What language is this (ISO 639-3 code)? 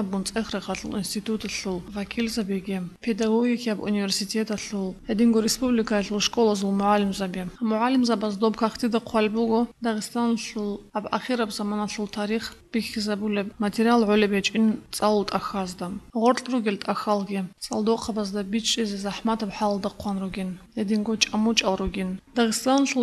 ava